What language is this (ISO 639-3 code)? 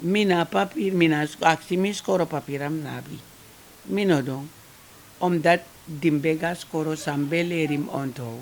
srn